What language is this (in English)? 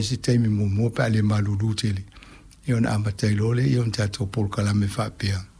Samoan